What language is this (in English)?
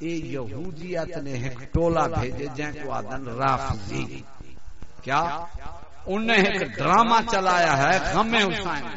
Saraiki